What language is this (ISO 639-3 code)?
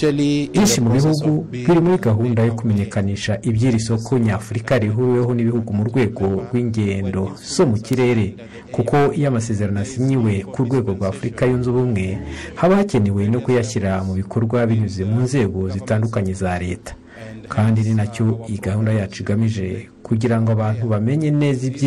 kin